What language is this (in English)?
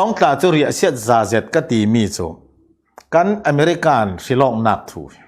Falam Chin